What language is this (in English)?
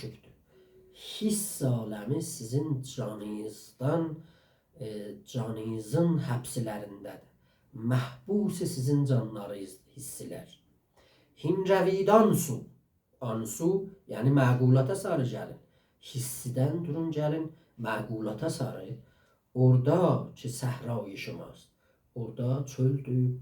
South Azerbaijani